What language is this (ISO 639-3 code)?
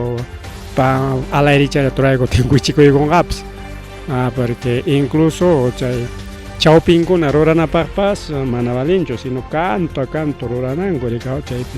quy